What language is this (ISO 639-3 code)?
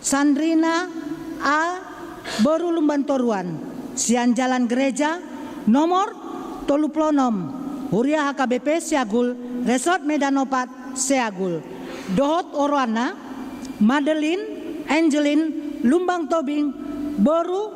bbc